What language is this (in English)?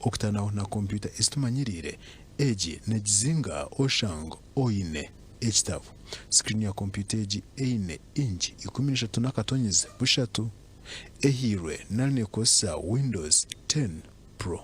Nyankole